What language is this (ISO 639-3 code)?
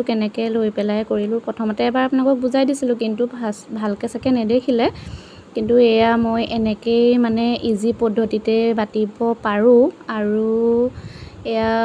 asm